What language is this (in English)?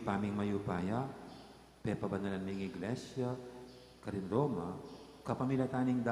Pampanga